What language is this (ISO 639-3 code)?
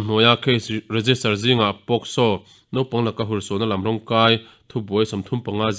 lus